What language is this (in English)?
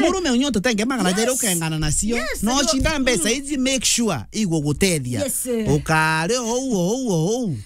Meru